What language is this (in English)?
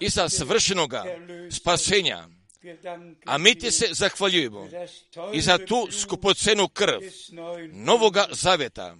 Croatian